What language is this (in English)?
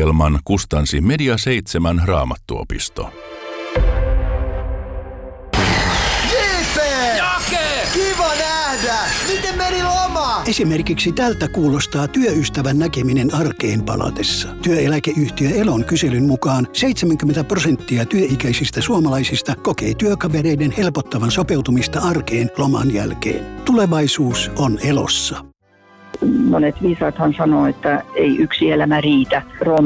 Finnish